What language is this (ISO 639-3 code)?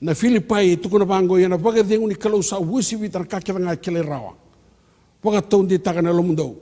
fij